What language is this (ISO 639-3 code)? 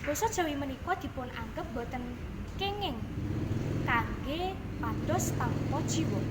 jav